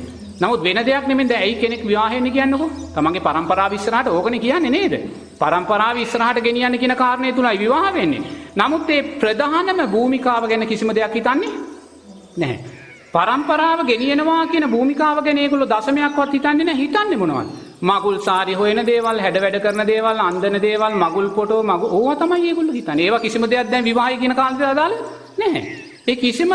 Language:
Sinhala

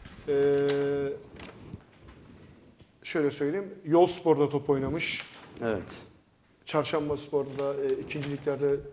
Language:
Turkish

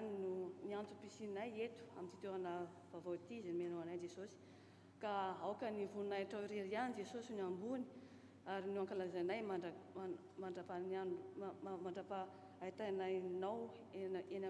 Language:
Malagasy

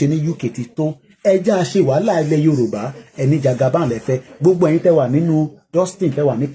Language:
Yoruba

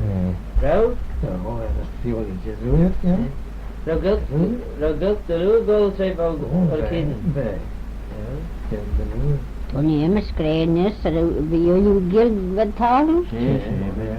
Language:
Manx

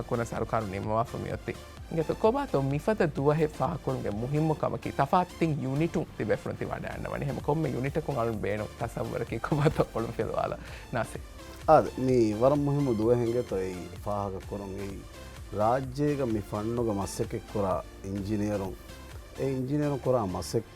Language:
Divehi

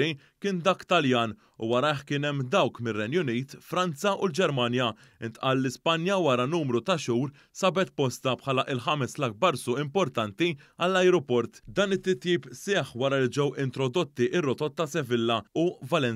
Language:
Maltese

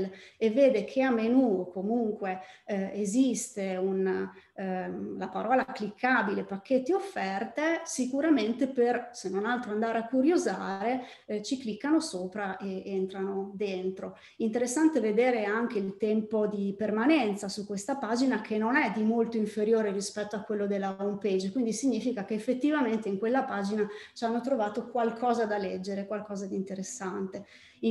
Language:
Italian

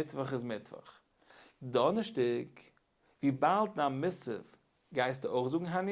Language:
Yiddish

